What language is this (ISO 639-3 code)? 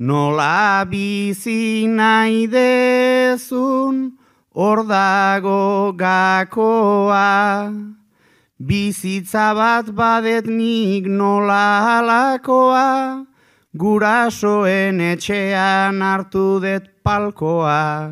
eus